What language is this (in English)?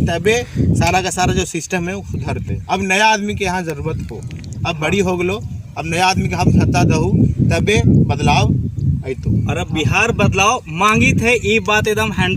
Magahi